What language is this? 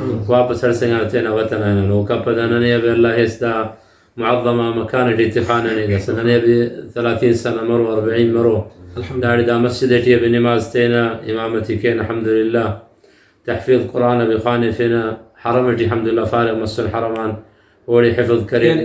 Brahui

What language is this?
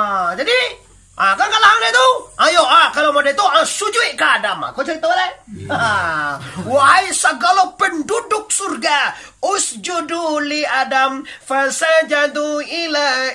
Minangkabau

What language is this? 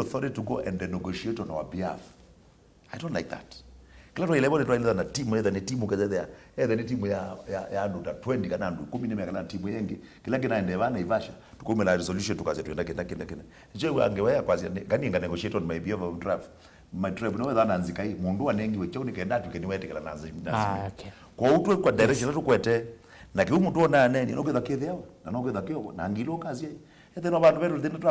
Kamba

